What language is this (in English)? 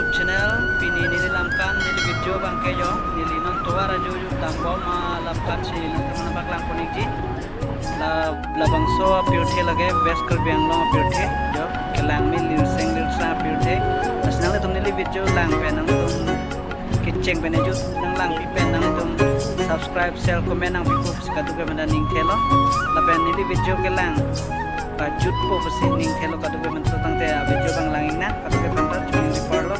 Karbi